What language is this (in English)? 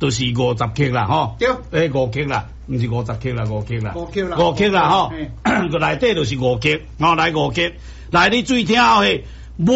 Min Nan Chinese